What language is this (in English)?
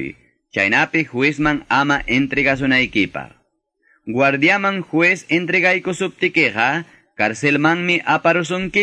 Quechua